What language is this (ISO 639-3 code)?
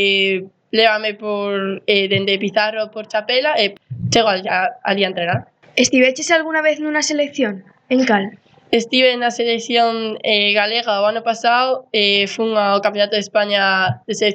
glg